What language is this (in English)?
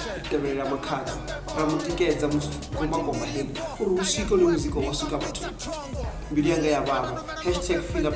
Venda